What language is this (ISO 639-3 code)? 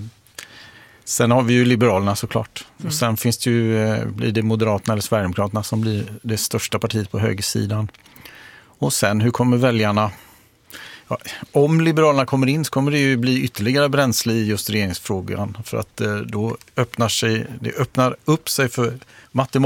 swe